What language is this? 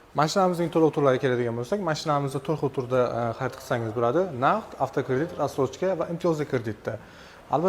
Uzbek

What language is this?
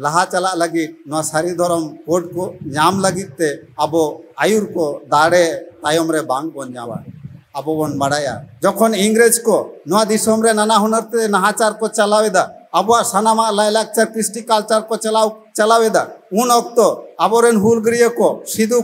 Santali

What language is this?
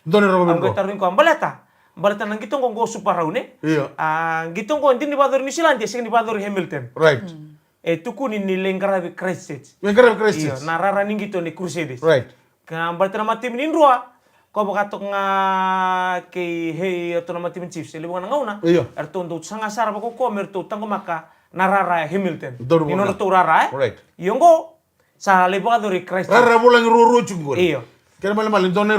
Fijian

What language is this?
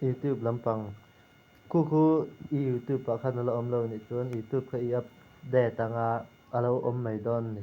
Mizo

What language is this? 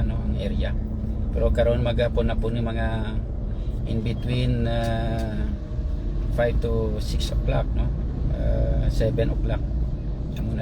Hiligaynon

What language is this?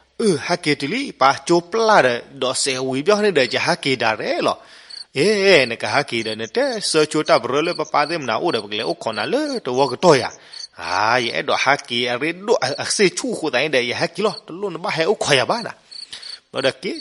S'gaw Karen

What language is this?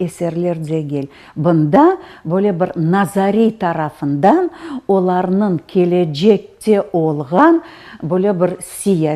Crimean Tatar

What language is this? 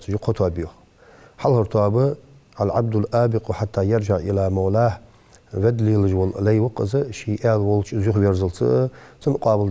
Ingush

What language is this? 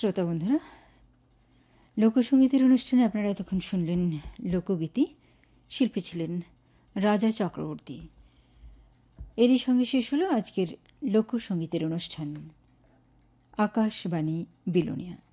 Bangla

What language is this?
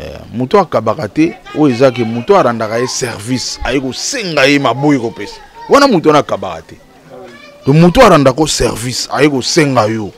Lingala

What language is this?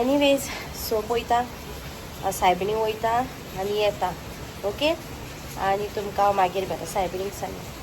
Konkani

